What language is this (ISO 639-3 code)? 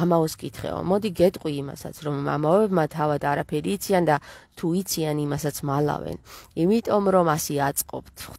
kat